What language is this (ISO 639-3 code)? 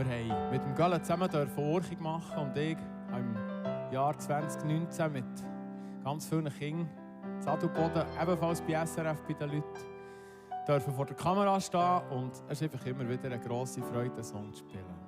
gsw